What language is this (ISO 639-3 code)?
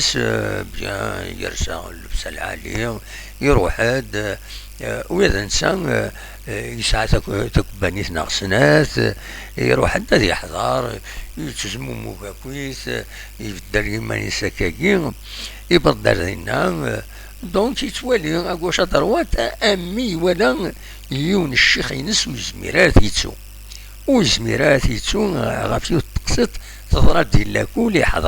kab